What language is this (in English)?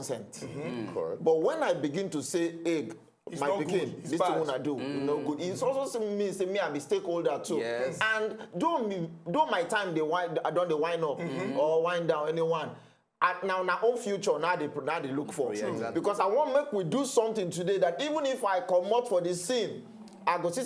Nigerian Pidgin